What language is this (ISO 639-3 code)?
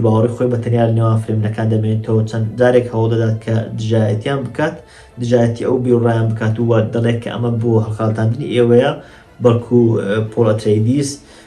ckb